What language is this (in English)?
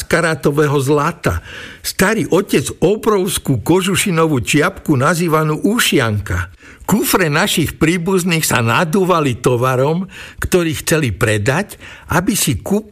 Slovak